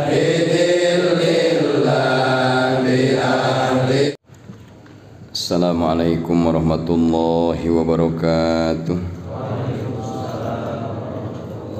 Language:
Sundanese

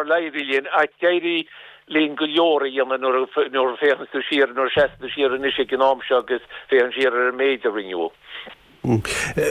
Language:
Irish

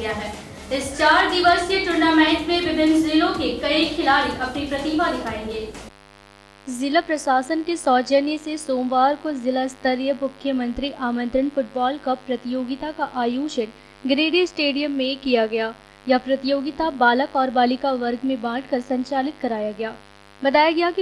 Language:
Hindi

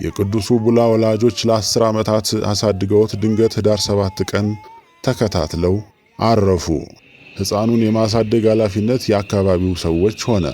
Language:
Amharic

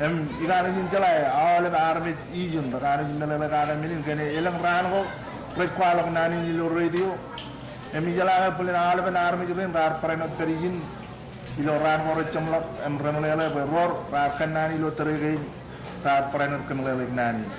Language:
Marshallese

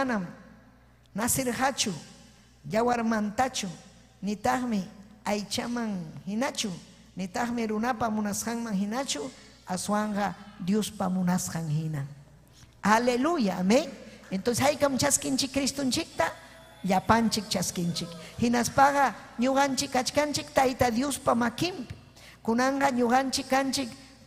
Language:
Ayacucho Quechua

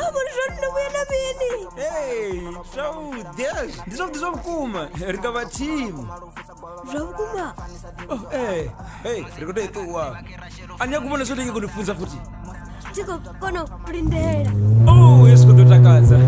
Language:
Venda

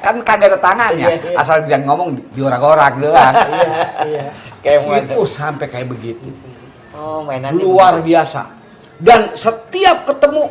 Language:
Betawi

